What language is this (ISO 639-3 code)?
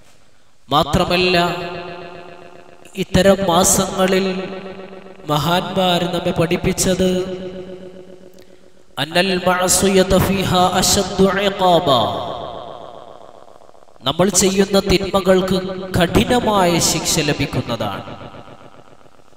mal